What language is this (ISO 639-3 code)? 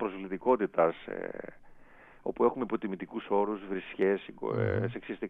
ell